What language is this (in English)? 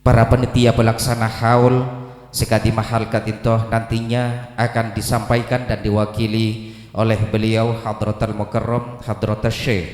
Madurese